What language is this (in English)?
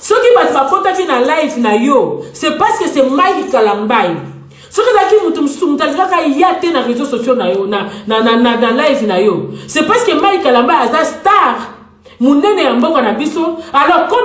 Lingala